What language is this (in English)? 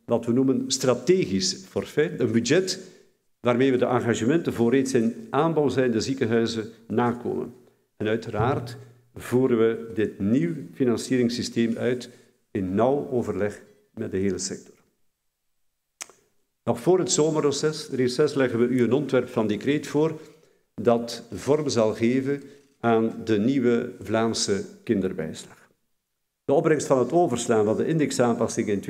Dutch